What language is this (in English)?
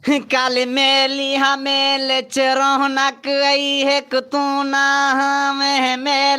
Saraiki